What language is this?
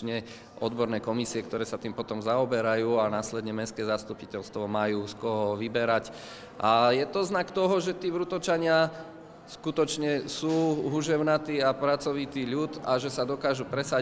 Slovak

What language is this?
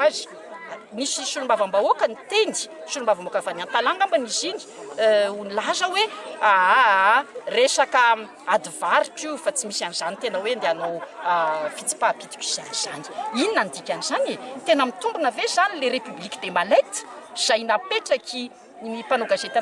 Malagasy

